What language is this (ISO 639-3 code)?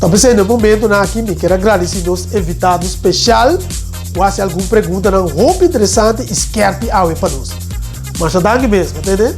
pap